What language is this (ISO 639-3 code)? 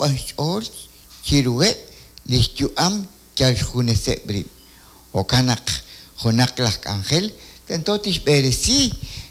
kek